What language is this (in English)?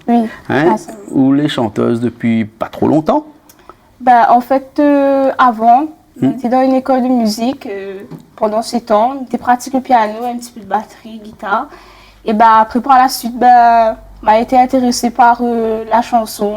Réunion Creole French